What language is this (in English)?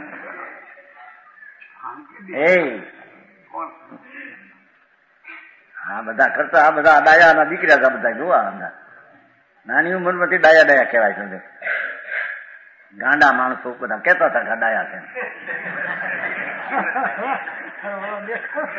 Gujarati